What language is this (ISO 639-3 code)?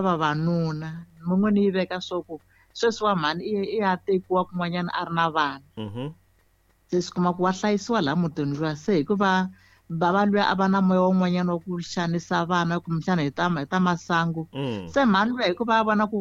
tso